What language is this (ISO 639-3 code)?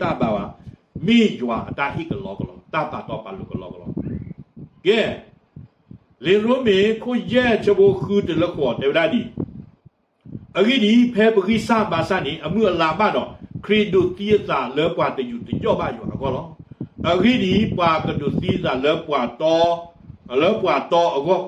ksw